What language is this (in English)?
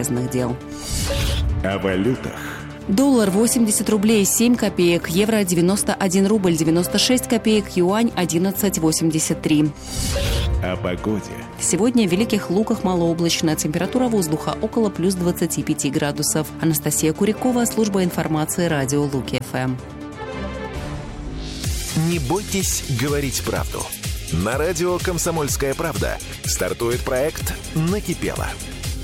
Russian